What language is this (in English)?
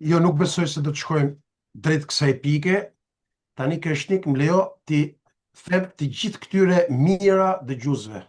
Albanian